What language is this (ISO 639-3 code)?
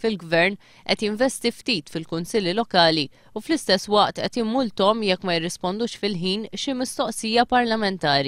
mlt